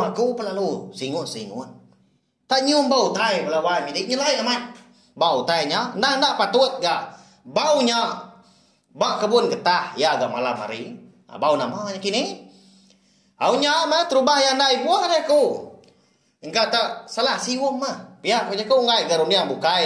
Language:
Iban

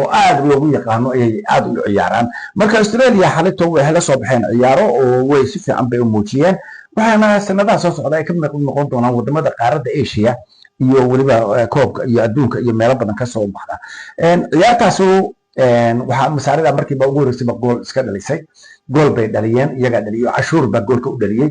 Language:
Somali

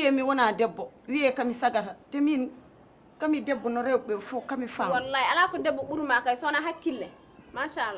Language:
Fula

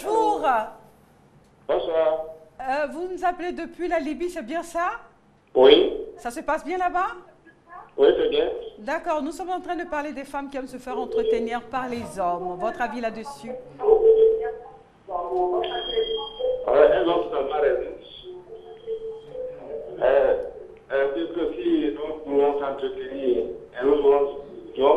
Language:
French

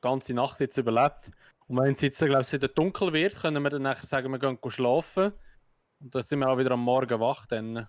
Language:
Swiss German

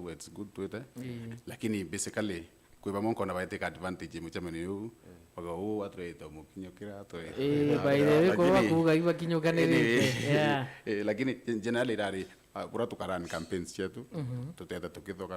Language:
Meru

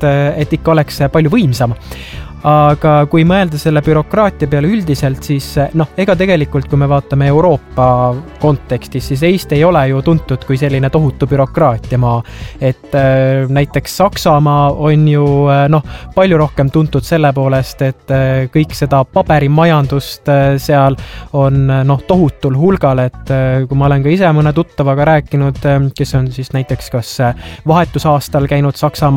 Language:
Estonian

